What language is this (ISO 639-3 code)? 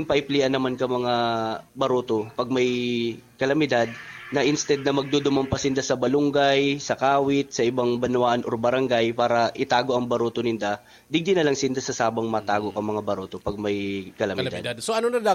bik